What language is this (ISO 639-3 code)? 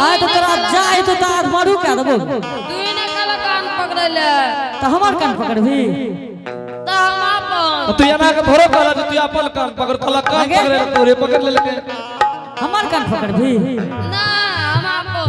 anp